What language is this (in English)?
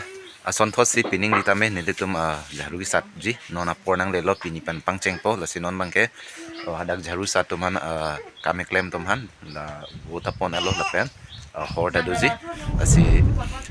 Karbi